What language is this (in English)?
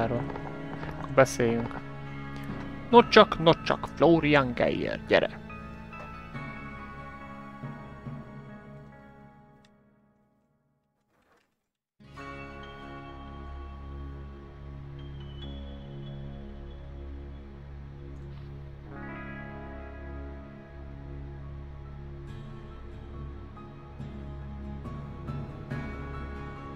Hungarian